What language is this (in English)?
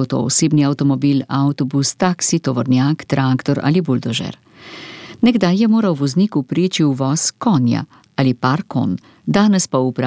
Slovenian